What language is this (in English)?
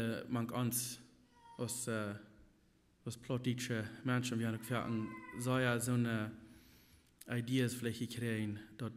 Plautdietsch